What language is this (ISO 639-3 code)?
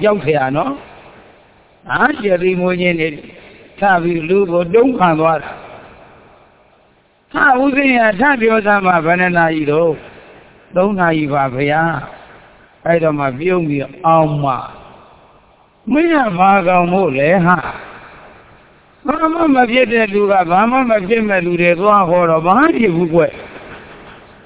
mya